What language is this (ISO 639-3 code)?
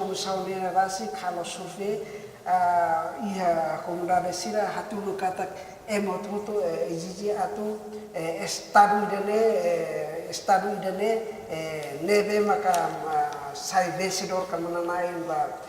tet